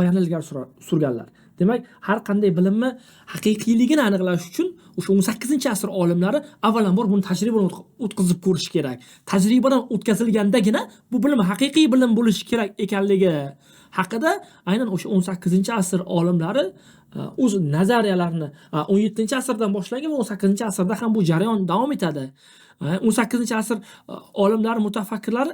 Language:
Uzbek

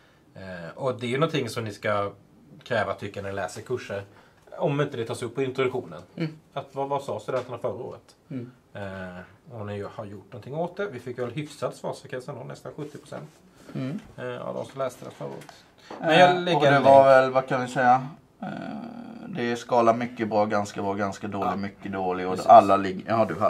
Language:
Swedish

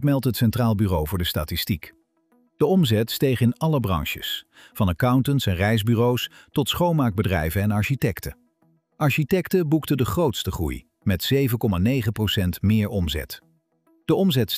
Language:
Dutch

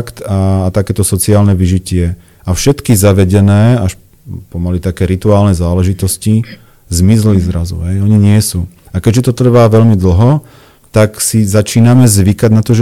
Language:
Slovak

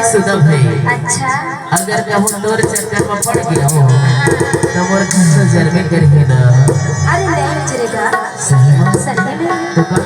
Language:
Chhattisgarhi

